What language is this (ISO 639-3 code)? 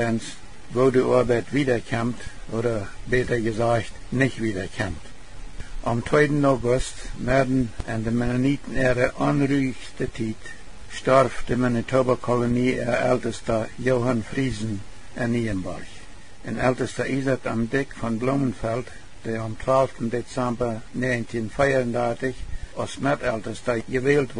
pdt